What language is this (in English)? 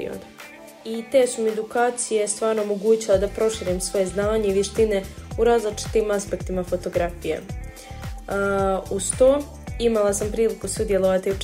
Croatian